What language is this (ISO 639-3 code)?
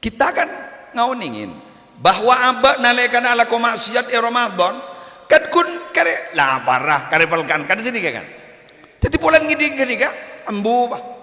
mad